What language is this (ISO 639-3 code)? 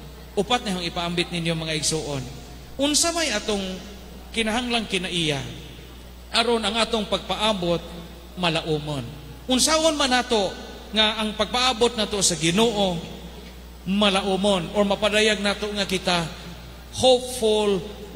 ceb